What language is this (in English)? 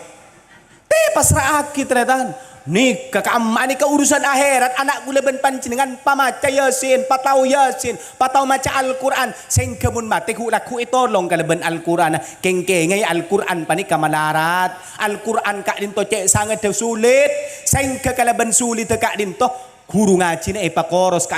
Madurese